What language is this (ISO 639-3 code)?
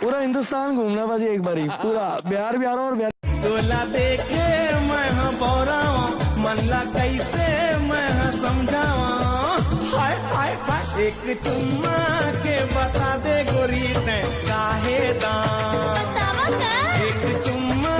hne